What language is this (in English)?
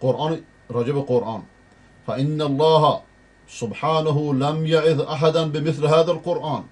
Persian